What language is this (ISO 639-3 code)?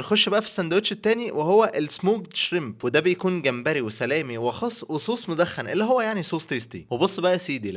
arz